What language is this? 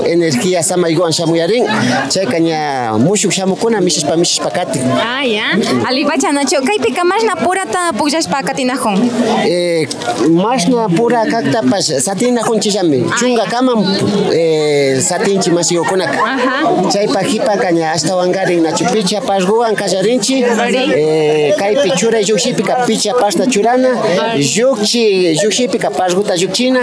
Imbabura Highland Quichua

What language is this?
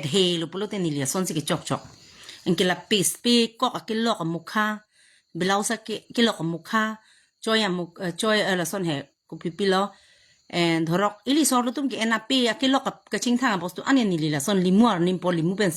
Karbi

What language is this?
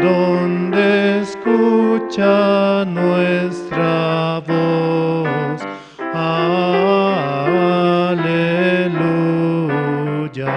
Aymara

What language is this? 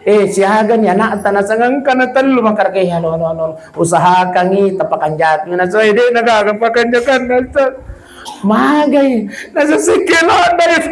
Buginese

